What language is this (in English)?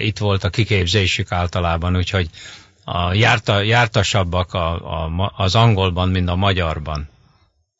Hungarian